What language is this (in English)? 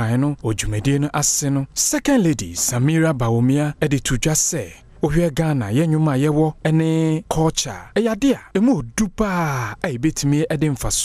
Akan